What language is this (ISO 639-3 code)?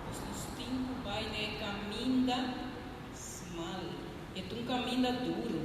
pap